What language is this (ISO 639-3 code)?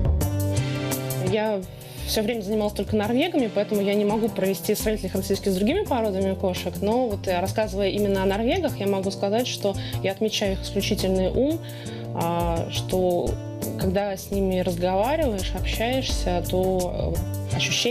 rus